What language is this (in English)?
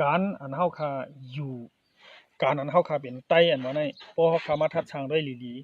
Shan